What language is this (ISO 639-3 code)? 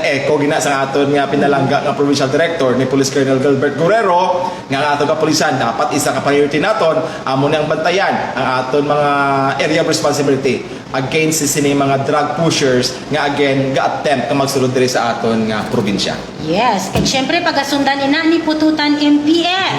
hil